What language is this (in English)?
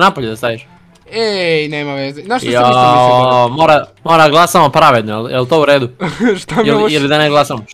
Serbian